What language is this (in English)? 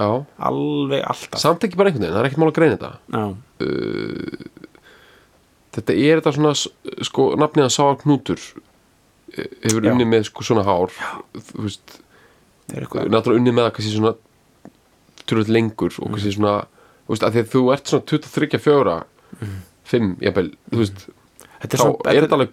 Icelandic